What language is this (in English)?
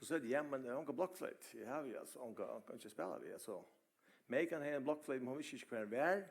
Faroese